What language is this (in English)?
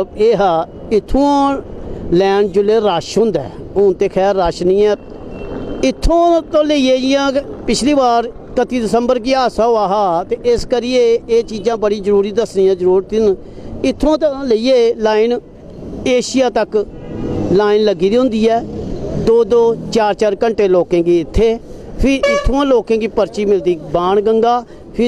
Dogri